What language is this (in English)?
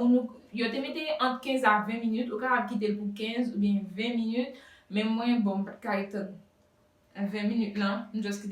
Haitian Creole